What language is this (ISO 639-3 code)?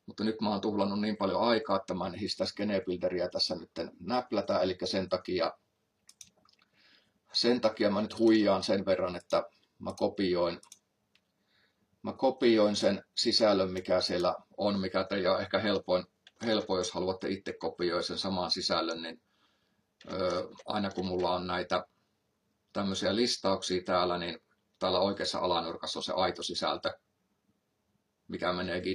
fin